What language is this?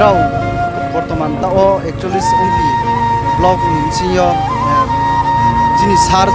Riang (India)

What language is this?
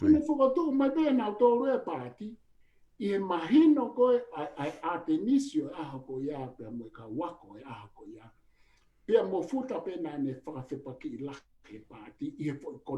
Tongan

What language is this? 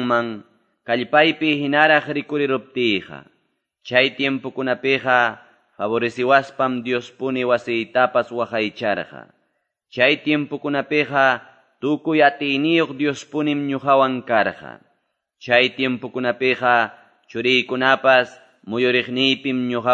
Quechua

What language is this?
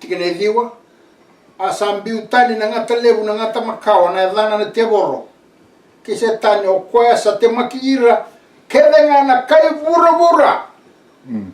Fijian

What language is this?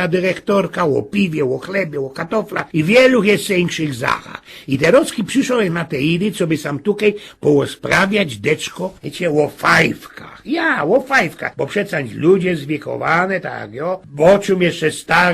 Silesian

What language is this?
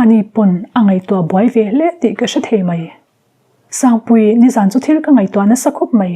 Mizo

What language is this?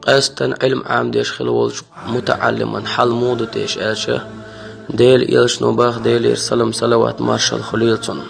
Chechen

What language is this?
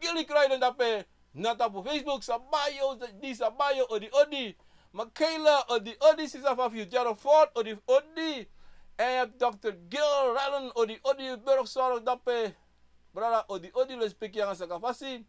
Sranan Tongo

